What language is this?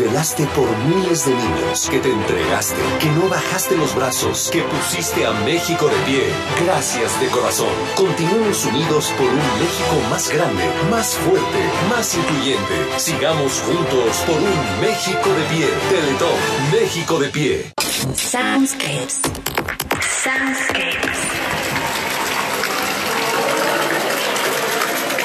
Spanish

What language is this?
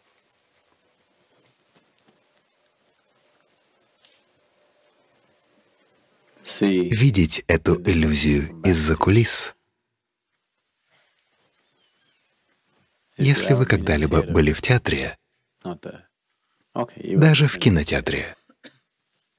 Russian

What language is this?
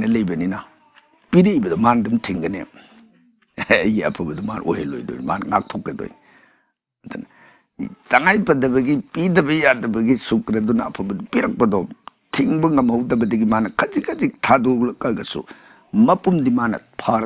Manipuri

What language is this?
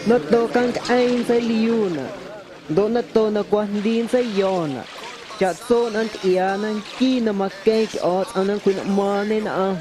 Guerrero Amuzgo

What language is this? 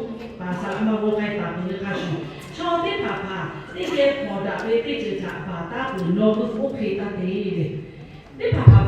Lahu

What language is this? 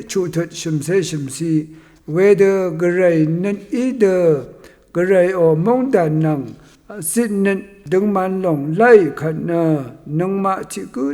Rawang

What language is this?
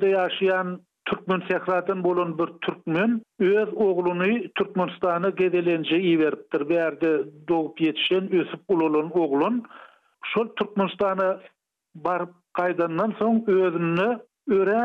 Turkmen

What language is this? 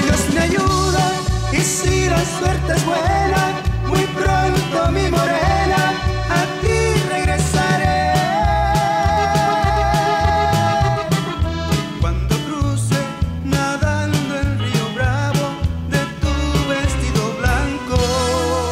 Spanish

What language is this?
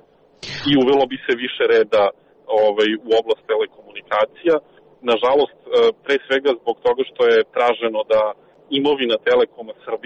Serbian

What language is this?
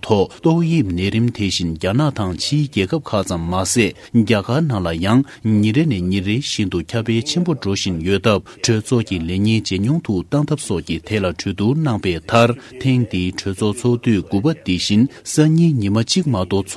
Tibetan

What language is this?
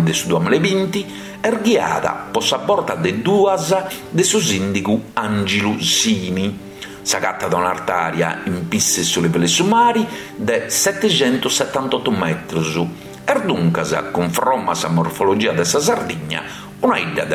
Sardinian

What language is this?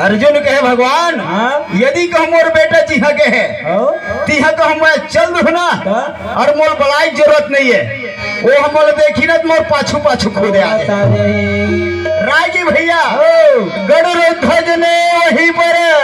Chhattisgarhi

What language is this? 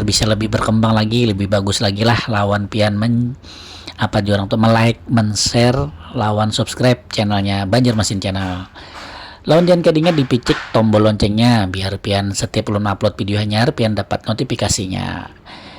Banjar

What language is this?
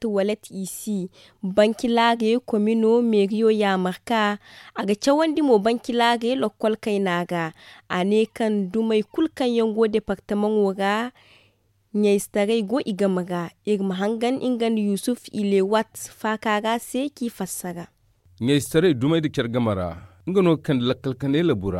Zarma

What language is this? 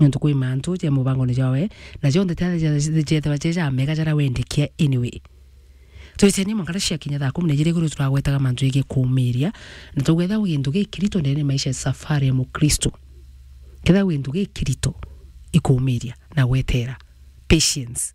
Meru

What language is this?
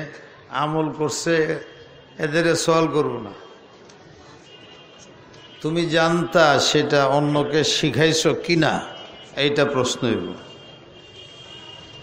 Bangla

